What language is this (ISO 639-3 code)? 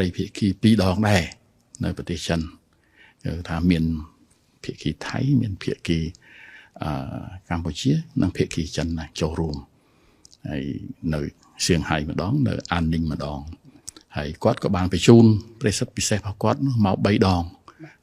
khm